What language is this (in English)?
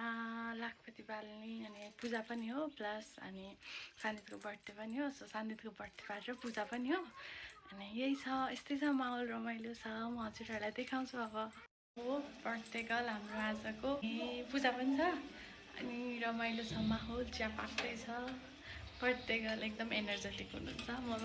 Nepali